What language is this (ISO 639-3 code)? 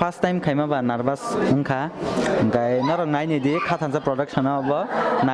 trp